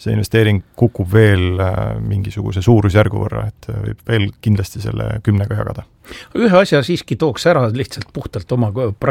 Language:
Estonian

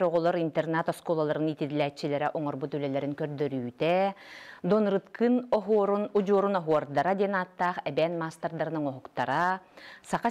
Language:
Yakut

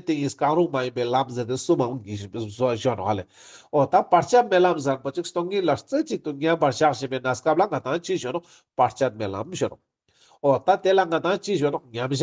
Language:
Ladakhi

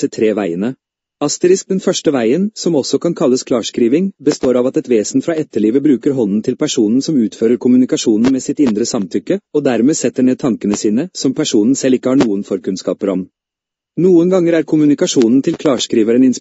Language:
Norwegian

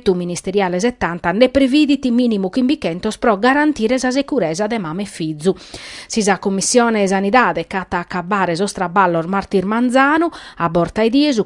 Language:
Sardinian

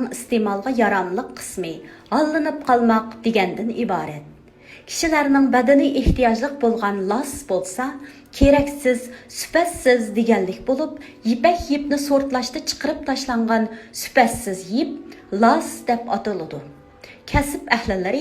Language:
Uyghur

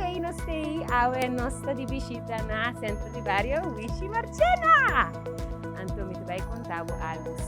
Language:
Papiamento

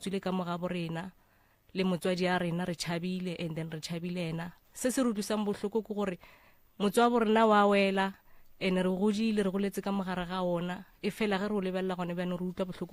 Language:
Northern Sotho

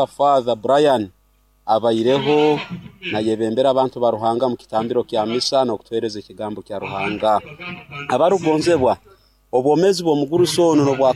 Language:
Nyankole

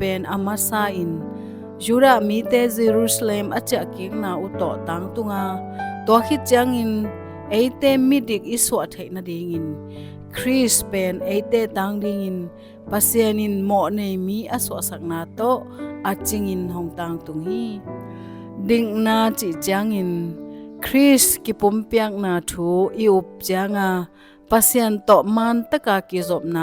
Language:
Tedim Chin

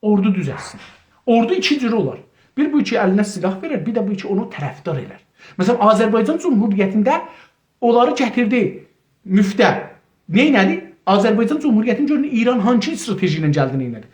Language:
South Azerbaijani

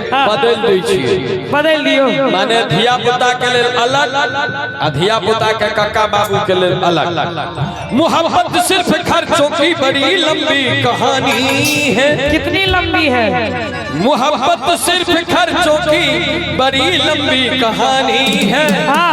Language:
Maithili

